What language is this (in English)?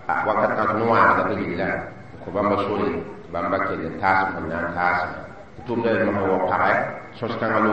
Mossi